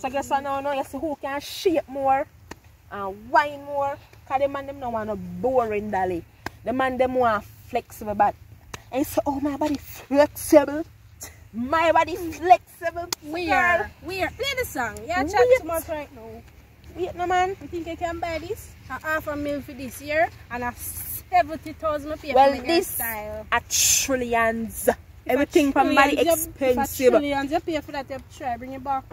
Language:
Jamaican Creole English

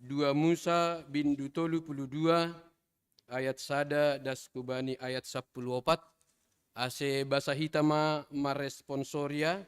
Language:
Batak Simalungun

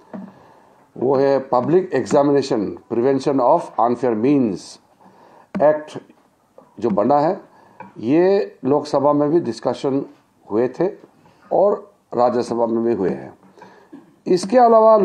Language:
Hindi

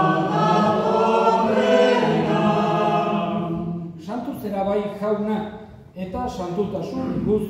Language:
Basque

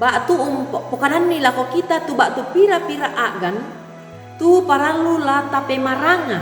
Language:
Toraja-Sa'dan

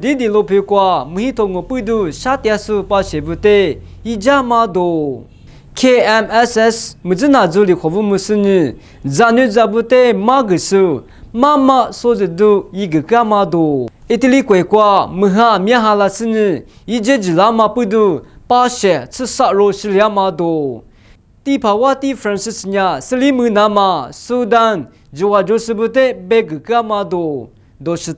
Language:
Lisu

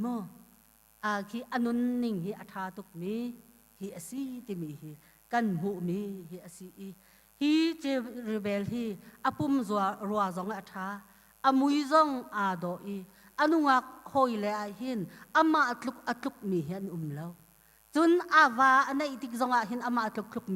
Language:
Hakha Chin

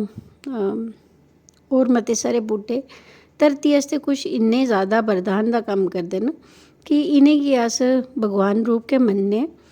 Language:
Dogri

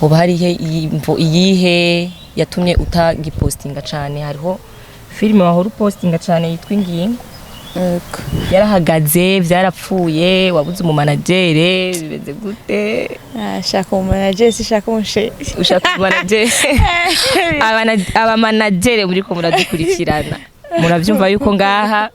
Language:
Rundi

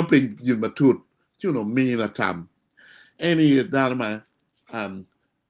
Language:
Acoli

